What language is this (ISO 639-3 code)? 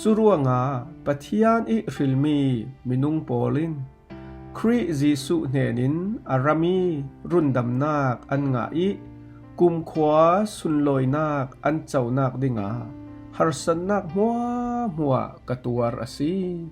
cfm